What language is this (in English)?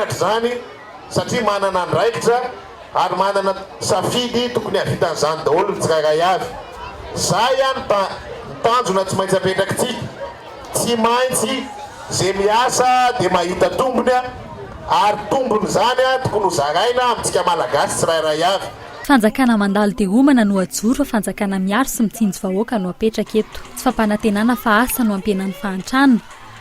Malagasy